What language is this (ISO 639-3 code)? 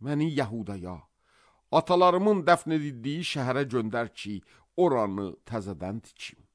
aze